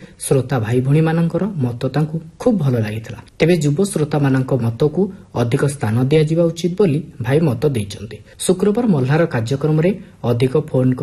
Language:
Odia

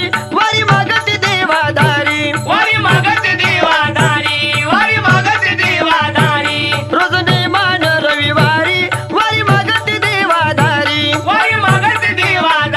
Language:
Marathi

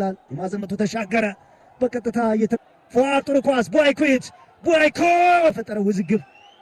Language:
Amharic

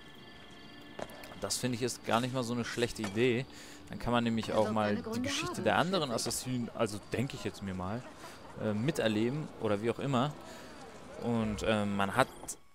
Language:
German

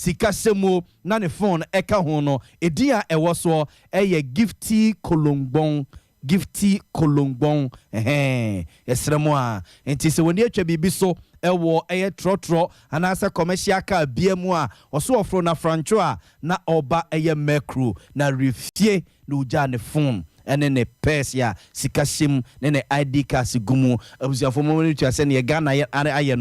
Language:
Akan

